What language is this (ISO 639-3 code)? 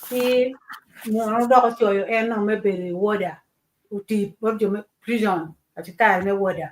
ach